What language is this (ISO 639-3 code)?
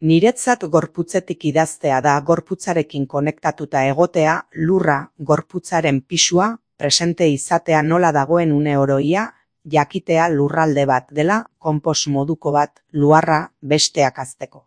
eus